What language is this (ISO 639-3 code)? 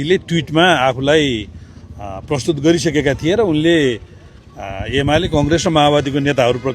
nep